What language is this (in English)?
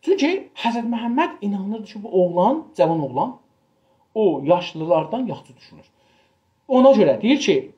South Azerbaijani